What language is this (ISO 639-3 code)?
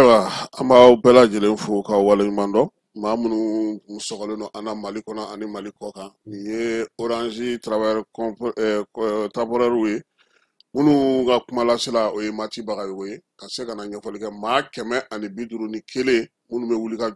bam